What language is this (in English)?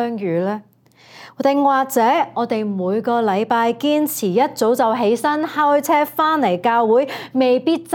Cantonese